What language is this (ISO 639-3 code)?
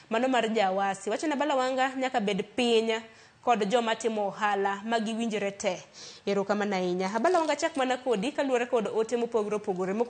luo